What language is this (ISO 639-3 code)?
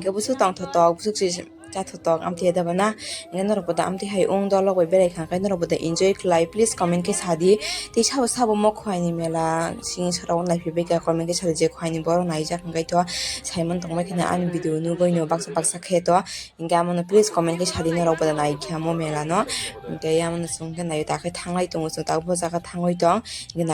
trp